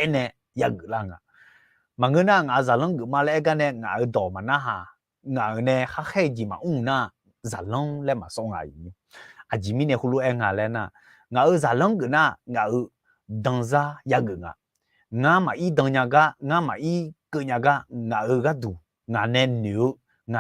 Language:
Akha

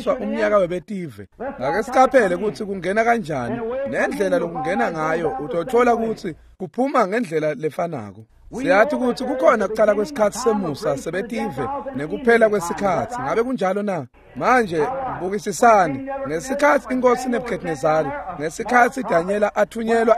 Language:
Swati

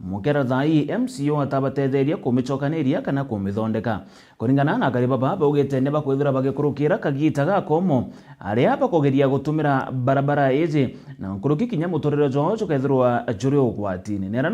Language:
Meru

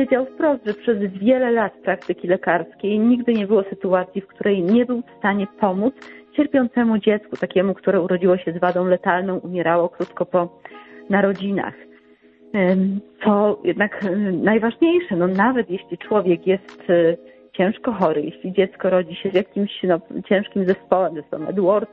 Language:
Polish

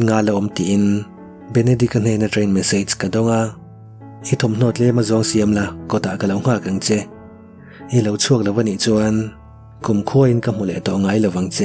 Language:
Mizo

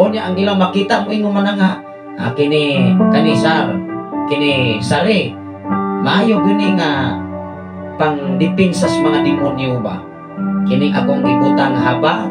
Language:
Cebuano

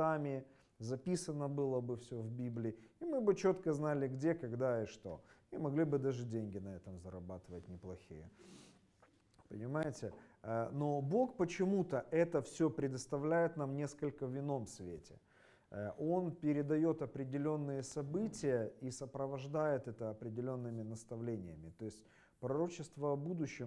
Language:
Russian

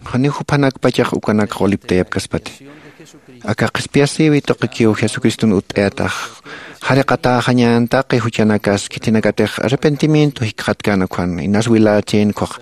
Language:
Aymara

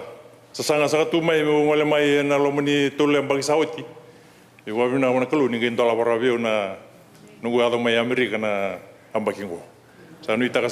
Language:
Fijian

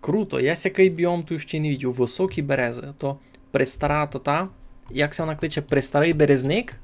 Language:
Rusyn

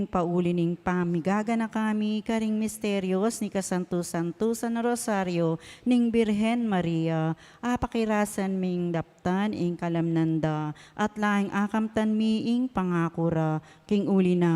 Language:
Pampanga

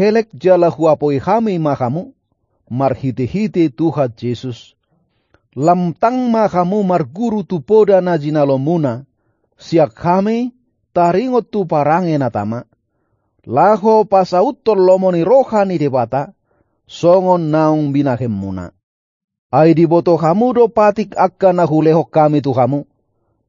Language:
Batak Toba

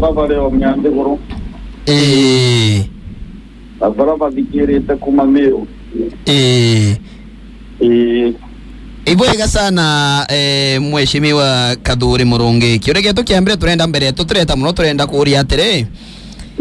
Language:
Meru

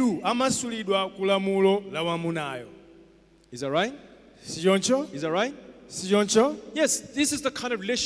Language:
Nyanja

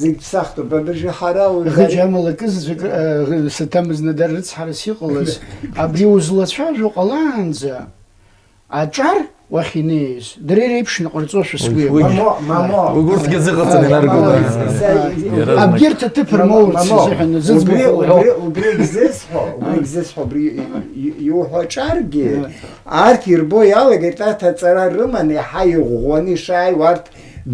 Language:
Abkhazian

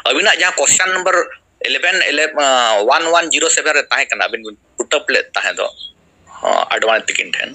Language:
Santali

